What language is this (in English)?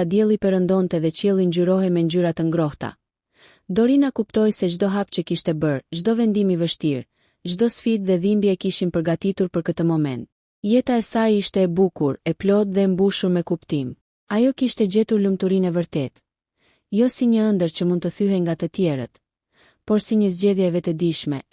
Albanian